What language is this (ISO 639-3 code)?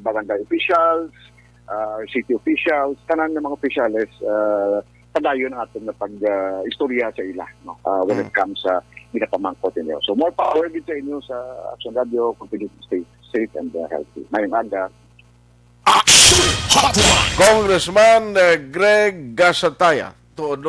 hil